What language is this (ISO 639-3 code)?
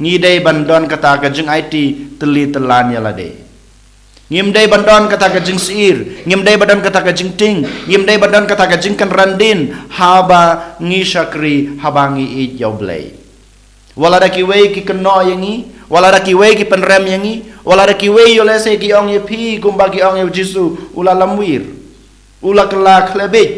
kha